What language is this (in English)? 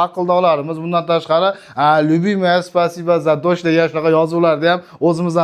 Uzbek